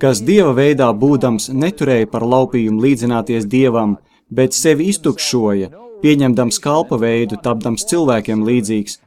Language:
Latvian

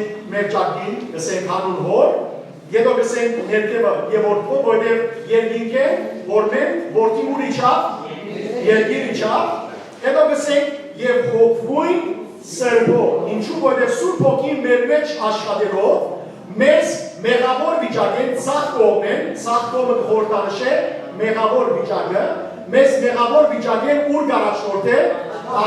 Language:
Western Armenian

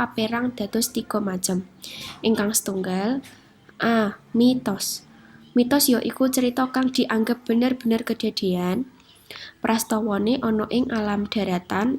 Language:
Javanese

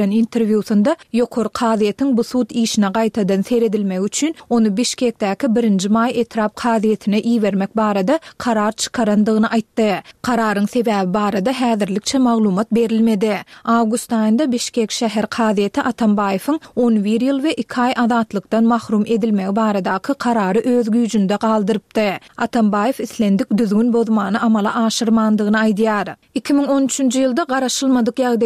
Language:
Turkmen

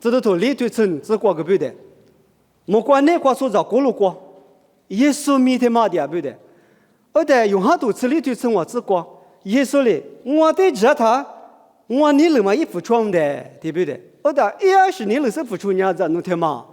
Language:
Lisu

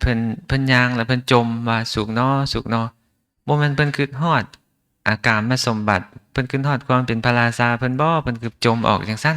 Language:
Lao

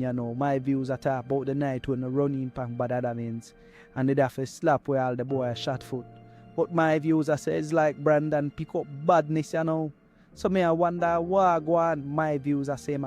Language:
Jamaican Creole English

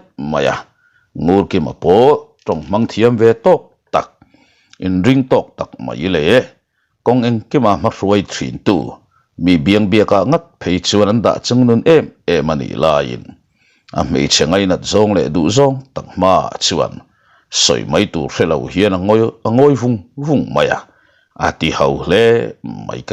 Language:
Mizo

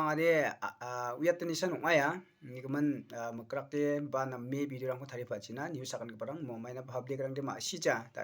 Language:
Garo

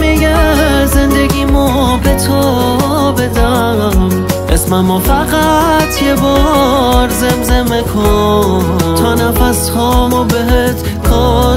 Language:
Persian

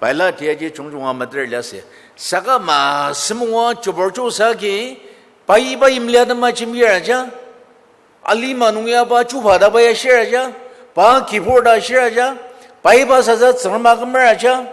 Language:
Ao Naga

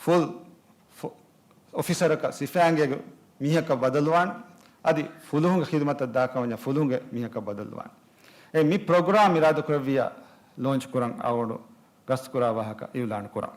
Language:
Divehi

